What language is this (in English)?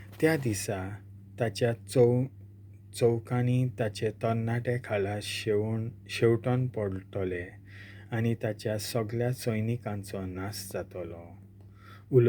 Konkani